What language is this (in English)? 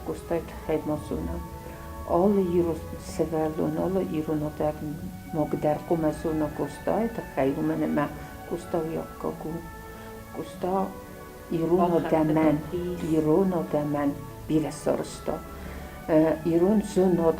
Ossetic